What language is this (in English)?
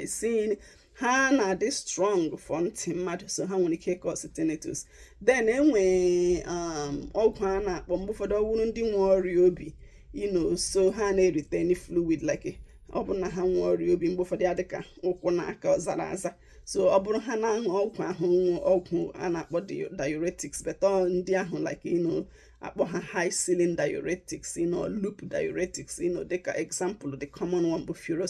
Igbo